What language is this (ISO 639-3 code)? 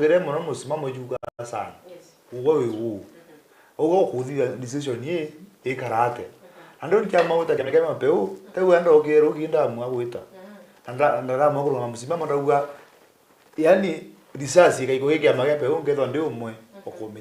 mer